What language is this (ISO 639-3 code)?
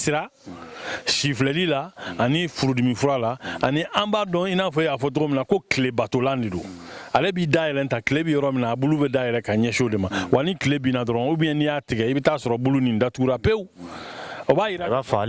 bam